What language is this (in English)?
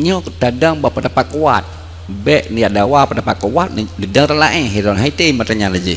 Achinese